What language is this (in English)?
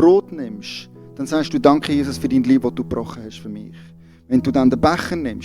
Swiss German